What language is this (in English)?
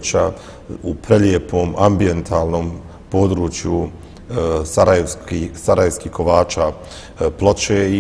Bosnian